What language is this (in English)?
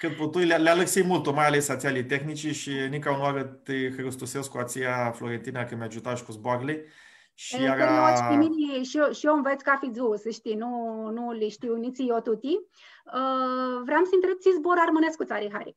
Aromanian